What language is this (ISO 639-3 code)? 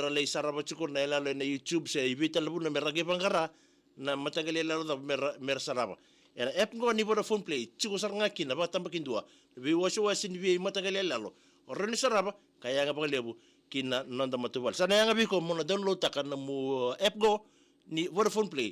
fij